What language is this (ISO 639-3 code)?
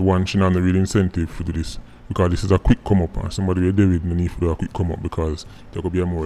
jam